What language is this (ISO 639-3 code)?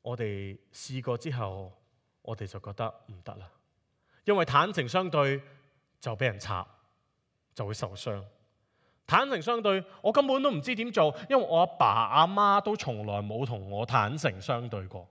yue